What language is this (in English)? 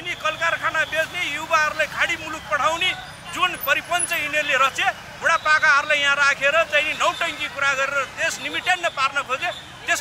Nepali